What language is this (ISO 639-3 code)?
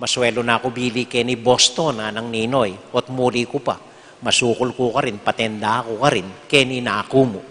pam